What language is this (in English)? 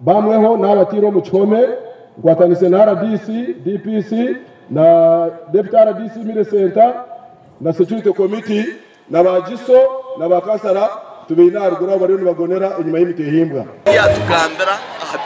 Nyankole